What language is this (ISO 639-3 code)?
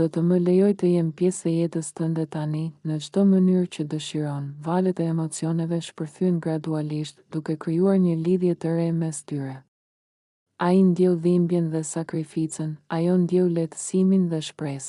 sqi